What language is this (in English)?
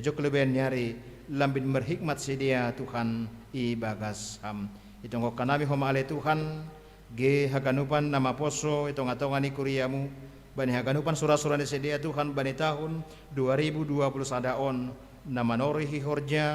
Batak Simalungun